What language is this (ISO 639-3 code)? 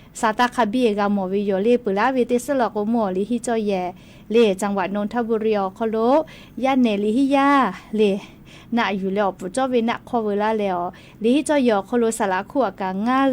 lhu